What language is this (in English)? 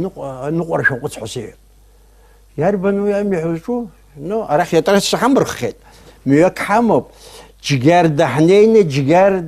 Abkhazian